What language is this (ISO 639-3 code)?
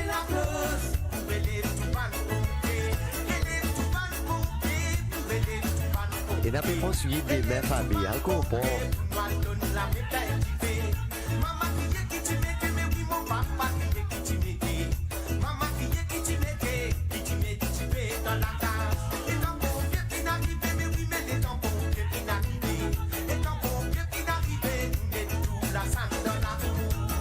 mfe